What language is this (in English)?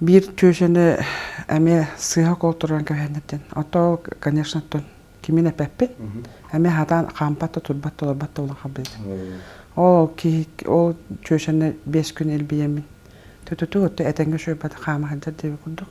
Yakut